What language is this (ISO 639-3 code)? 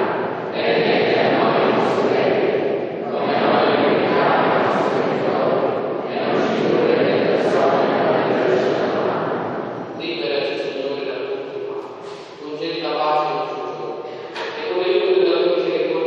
ita